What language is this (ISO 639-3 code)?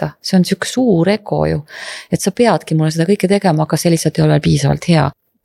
est